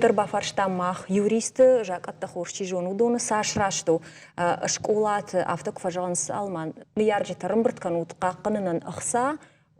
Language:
Ossetic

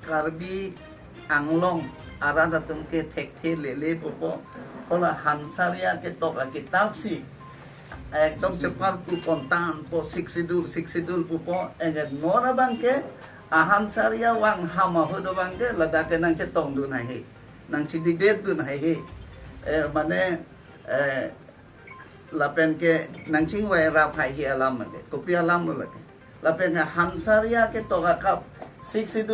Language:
Karbi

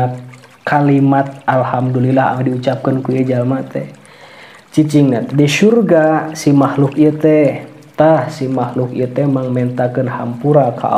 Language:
Sundanese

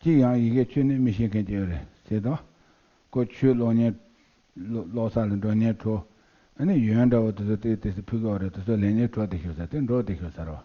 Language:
Tibetan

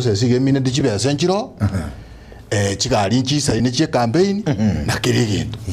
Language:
Gusii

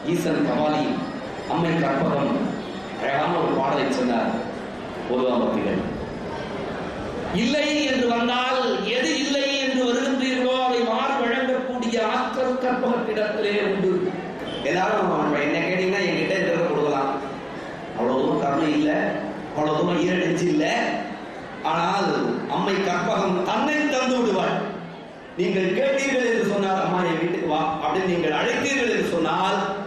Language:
Tamil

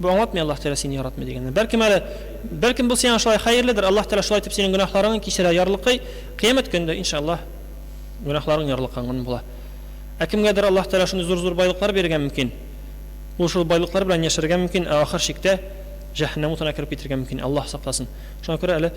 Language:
Tatar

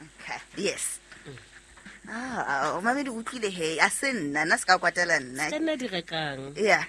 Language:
Southern Sotho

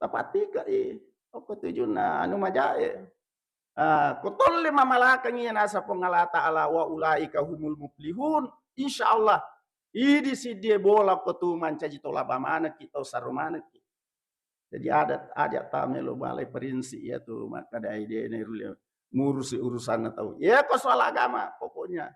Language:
Buginese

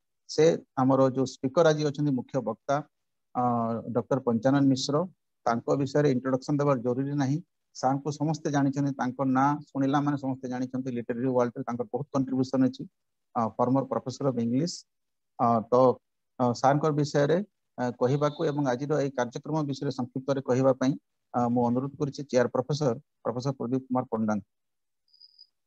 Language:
Odia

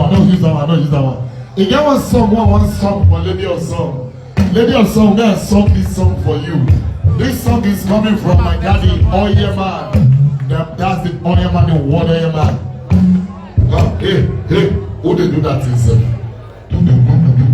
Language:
Nigerian Pidgin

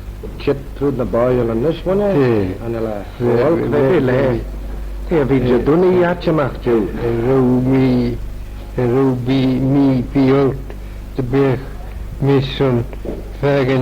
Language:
Manx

